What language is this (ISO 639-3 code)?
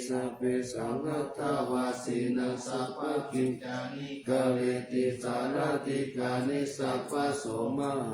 pli